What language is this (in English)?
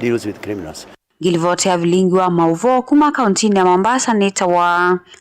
Kamba